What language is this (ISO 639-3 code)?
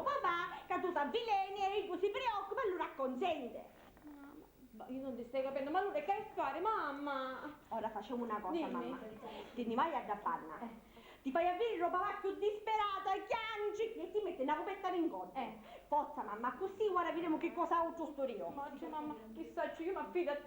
scn